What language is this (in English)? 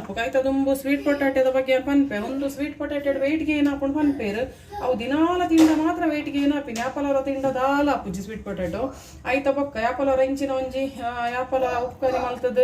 Tulu